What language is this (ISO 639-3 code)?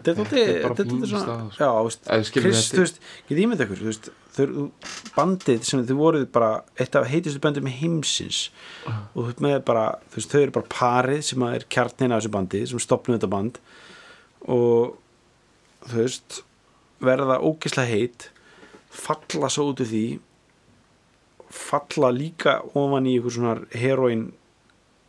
isl